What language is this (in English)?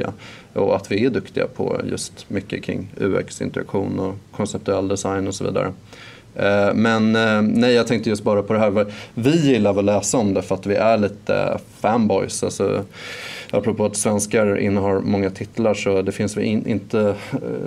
Swedish